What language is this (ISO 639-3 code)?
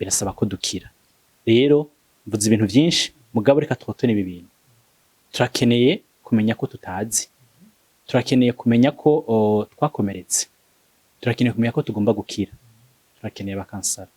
run